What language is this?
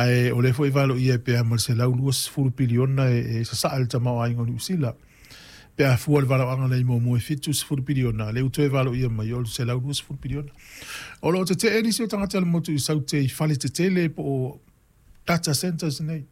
Samoan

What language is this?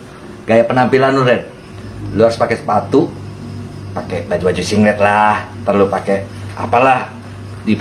Betawi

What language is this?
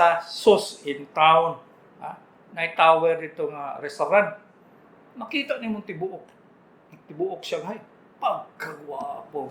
Cebuano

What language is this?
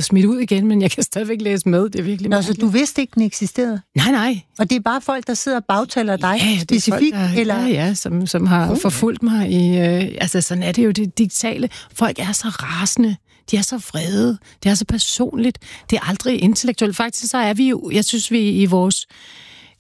Danish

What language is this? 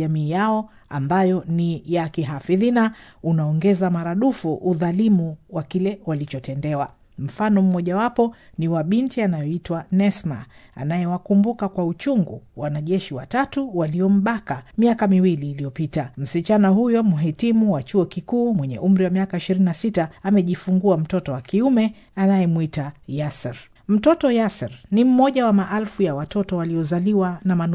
Swahili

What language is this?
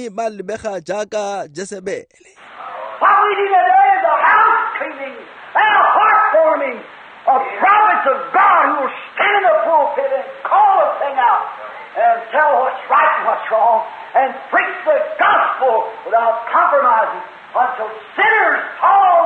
Tswana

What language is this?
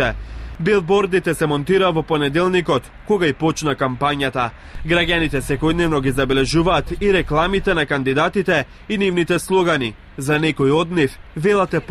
Macedonian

